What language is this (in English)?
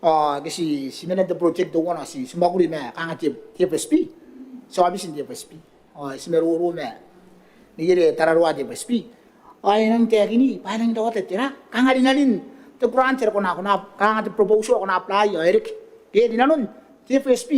Gilbertese